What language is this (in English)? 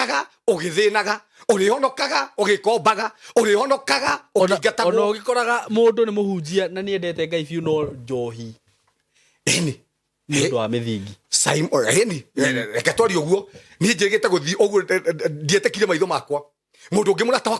Kikuyu